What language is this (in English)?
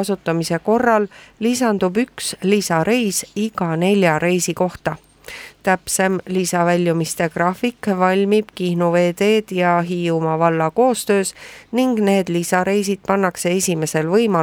Estonian